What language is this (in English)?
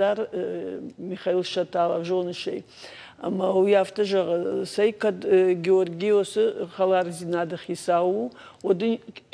Ossetic